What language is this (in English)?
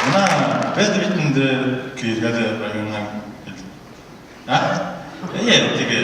Bashkir